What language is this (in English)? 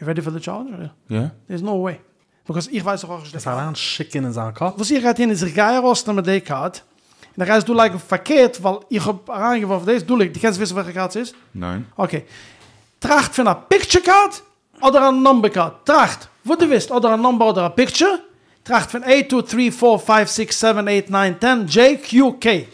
Yiddish